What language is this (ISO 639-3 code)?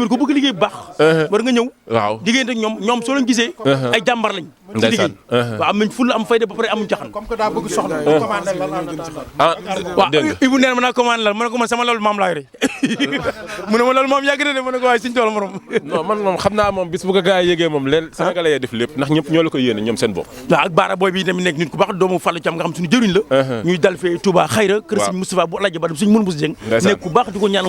wol